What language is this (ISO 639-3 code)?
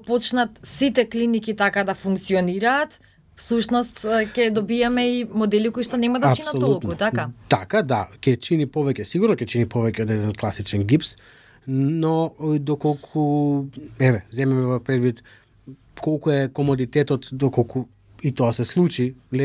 mkd